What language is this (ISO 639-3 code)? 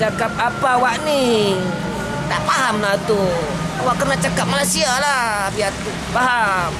min